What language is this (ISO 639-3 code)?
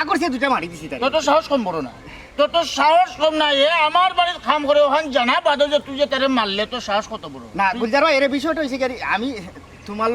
syl